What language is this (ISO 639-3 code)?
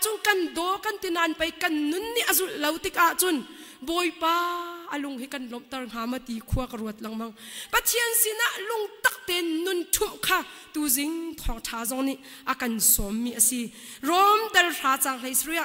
cnh